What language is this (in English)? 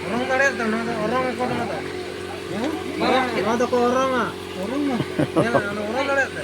Santali